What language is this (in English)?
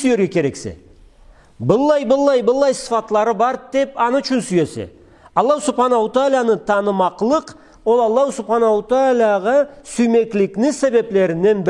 Karachay-Balkar